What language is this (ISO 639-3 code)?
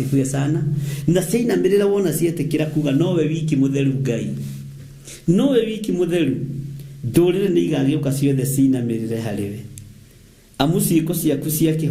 kik